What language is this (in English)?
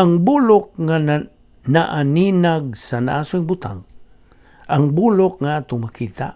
Cebuano